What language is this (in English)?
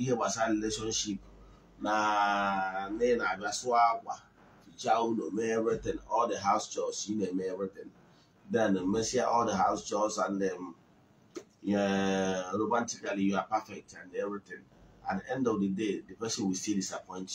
Igbo